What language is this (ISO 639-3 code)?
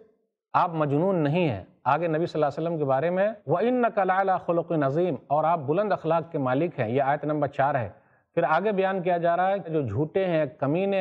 urd